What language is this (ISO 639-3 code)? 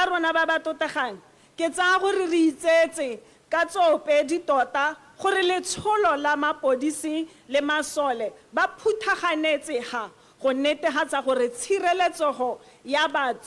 tsn